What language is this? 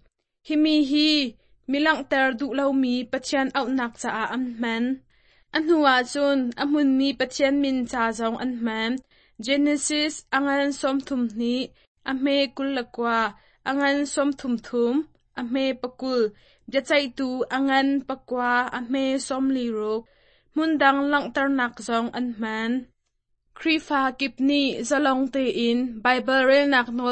Hakha Chin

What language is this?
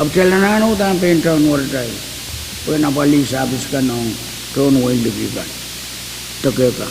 Pohnpeian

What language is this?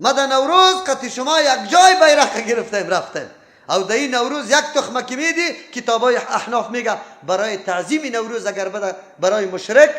Persian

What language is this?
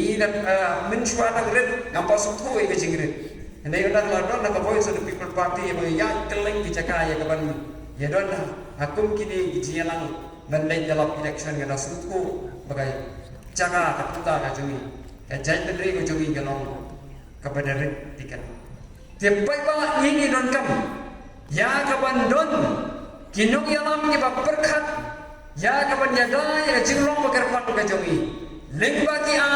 Khasi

